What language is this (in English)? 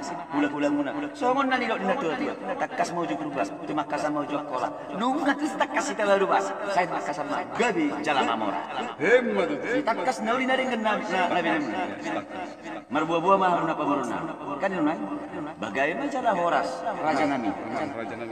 Batak Toba